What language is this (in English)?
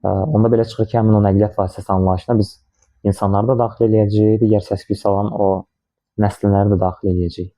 Azerbaijani